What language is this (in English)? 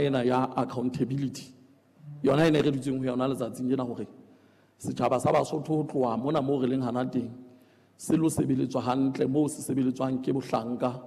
Southern Sotho